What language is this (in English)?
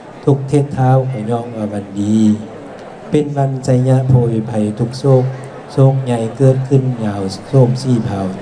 Lao